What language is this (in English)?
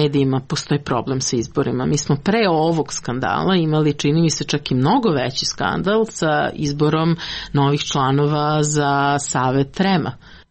Serbian